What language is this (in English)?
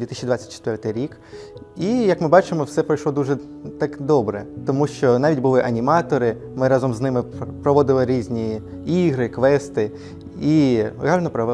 Ukrainian